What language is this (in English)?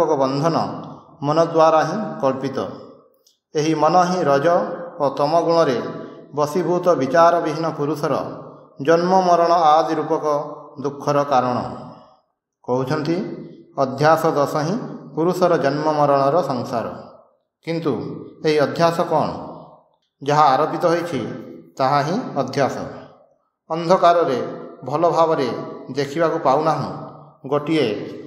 Odia